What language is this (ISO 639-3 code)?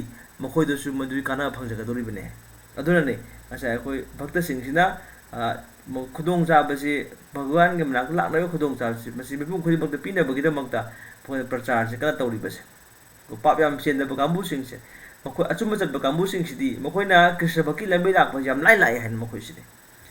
mni